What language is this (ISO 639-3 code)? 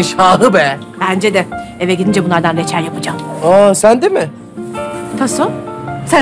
tur